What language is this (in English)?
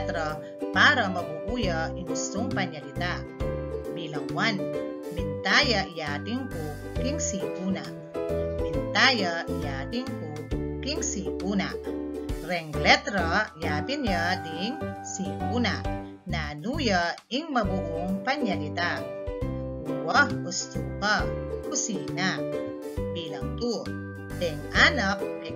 Pampanga